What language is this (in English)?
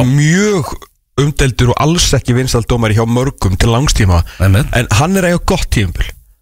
Icelandic